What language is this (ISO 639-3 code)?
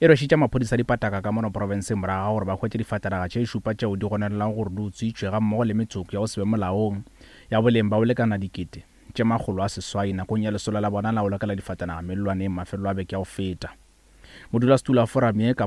nso